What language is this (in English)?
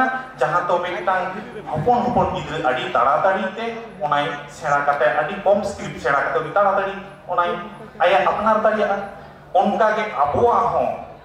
Santali